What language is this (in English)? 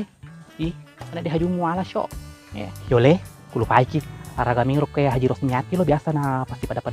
Buginese